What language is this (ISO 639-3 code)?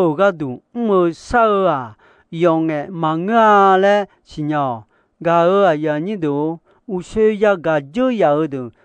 ahk